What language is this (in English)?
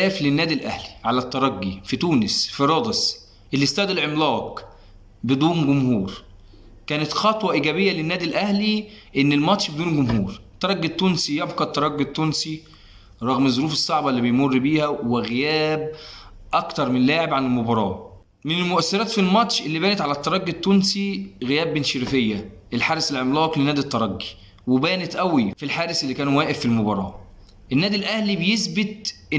Egyptian Arabic